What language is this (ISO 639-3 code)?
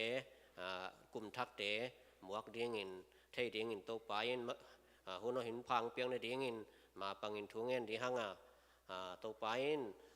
ctd